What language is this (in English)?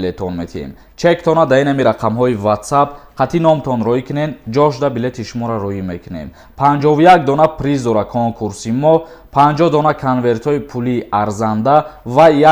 Tajik